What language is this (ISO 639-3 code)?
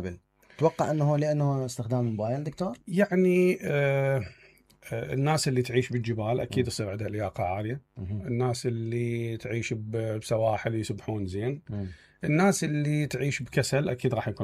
acm